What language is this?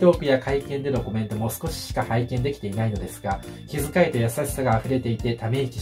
Japanese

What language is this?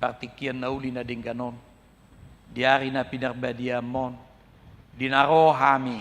Batak Toba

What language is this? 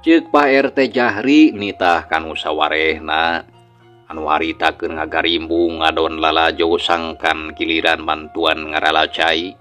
Sundanese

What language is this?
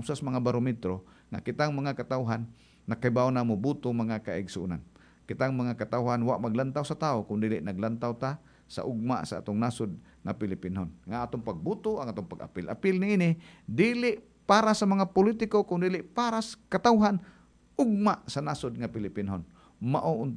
Cebuano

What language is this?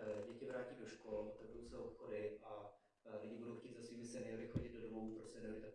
Czech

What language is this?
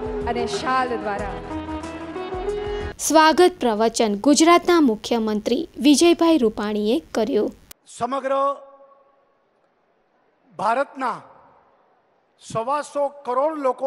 Gujarati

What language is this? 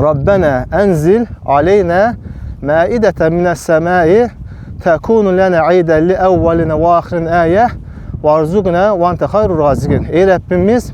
Azerbaijani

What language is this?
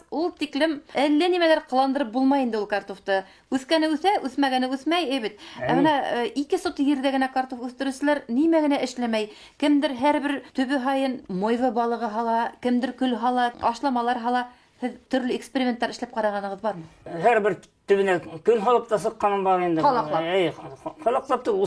Bashkir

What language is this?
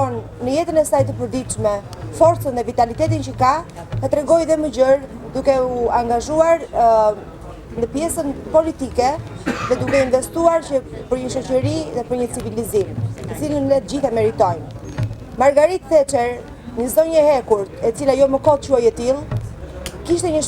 Albanian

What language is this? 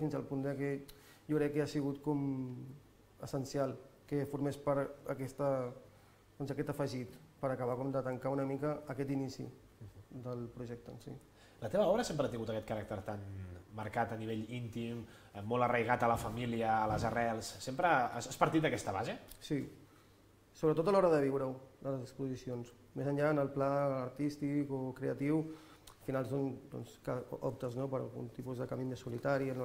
Catalan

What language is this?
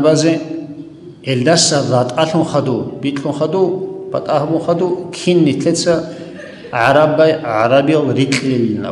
Avaric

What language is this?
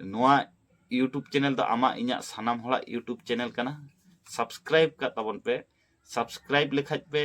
Santali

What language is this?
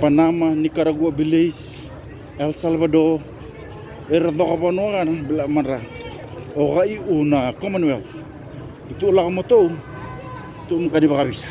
Fijian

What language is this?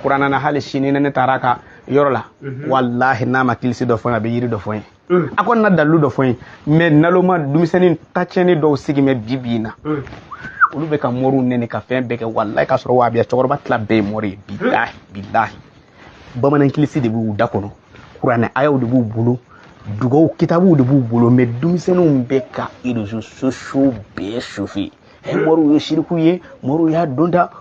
Bambara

